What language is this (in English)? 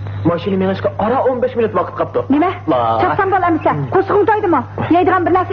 Uyghur